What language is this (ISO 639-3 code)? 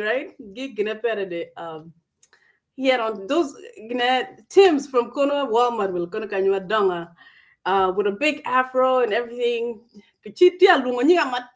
ach